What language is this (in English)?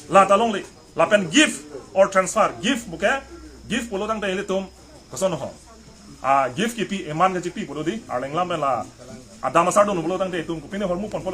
Karbi